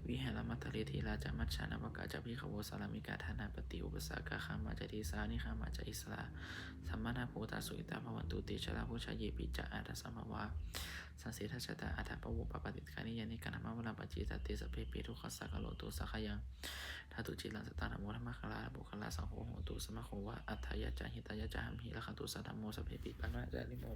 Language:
Pali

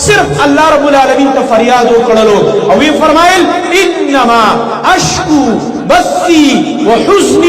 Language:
Pashto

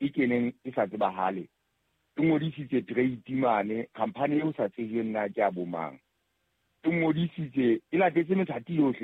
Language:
Southern Sotho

